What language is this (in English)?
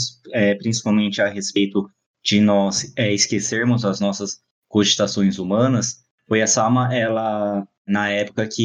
Portuguese